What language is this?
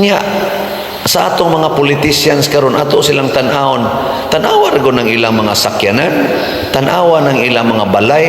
Cebuano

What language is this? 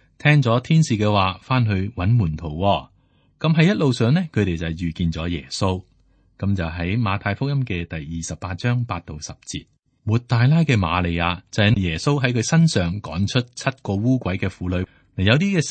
Cantonese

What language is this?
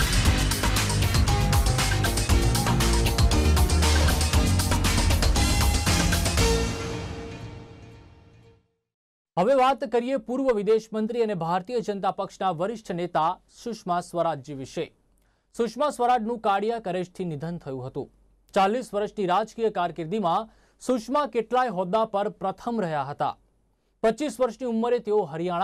Gujarati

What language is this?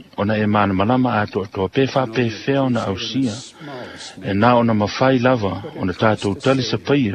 Samoan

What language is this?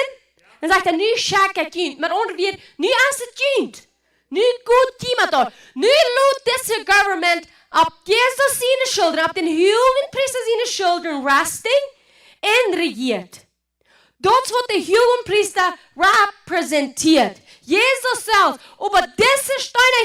Plautdietsch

